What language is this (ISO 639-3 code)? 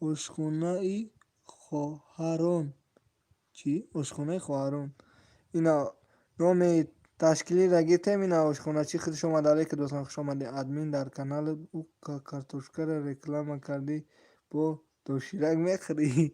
tgk